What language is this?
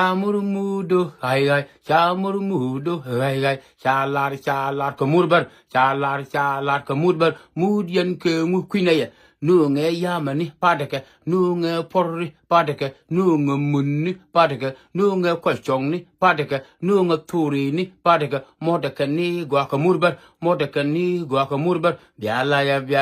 Nuer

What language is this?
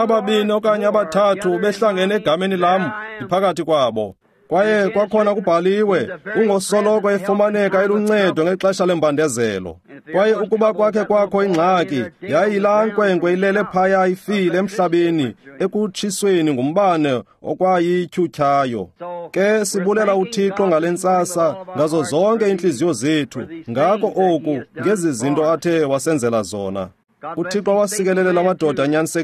Xhosa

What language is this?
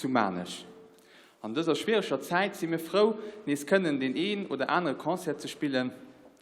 Luxembourgish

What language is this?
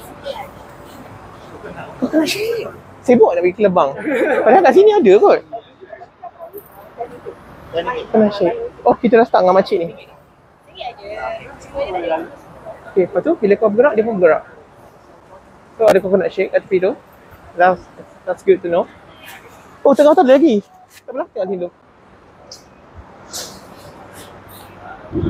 Malay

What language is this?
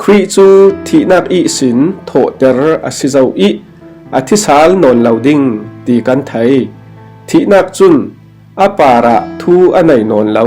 Falam Chin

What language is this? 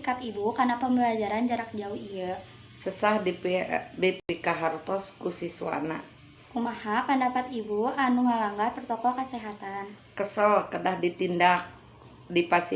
Sundanese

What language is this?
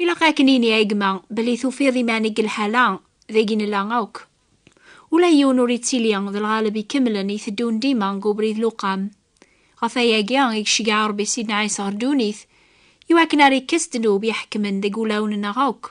Kabyle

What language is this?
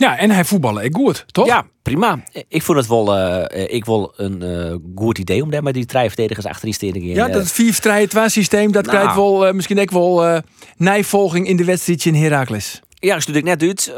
Western Frisian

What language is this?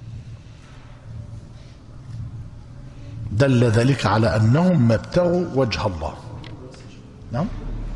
Arabic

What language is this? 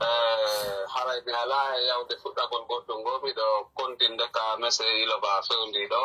Fula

